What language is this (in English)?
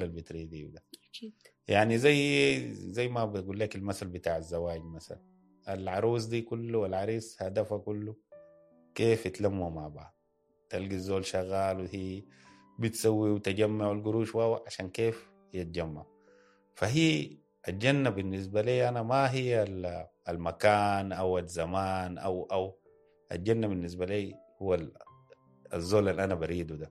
Sudanese Arabic